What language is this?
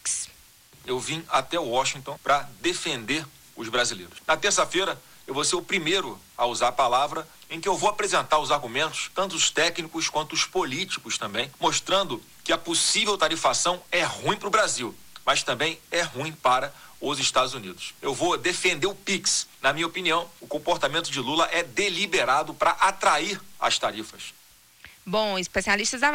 Portuguese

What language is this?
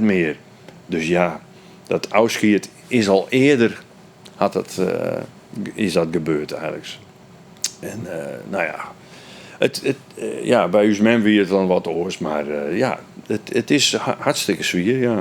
Western Frisian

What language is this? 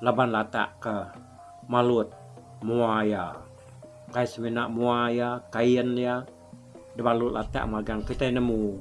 Iban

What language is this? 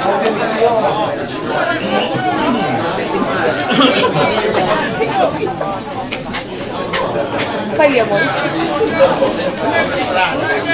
Italian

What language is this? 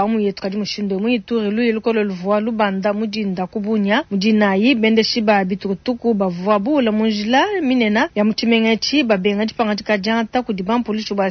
Luba-Lulua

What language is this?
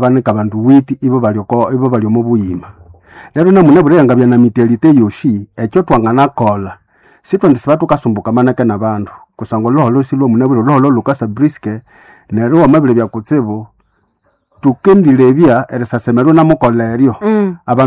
Nande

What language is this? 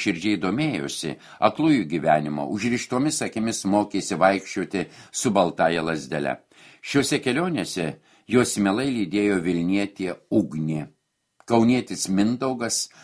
Lithuanian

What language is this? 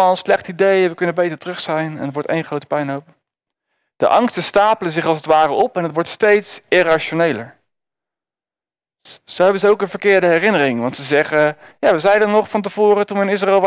Dutch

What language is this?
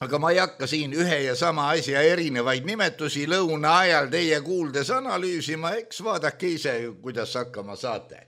Estonian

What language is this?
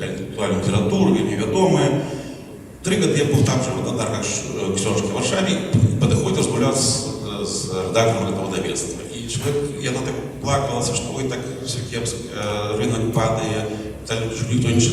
Belarusian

